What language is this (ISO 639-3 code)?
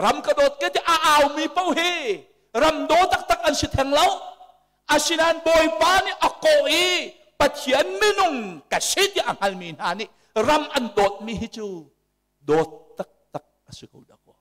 cnh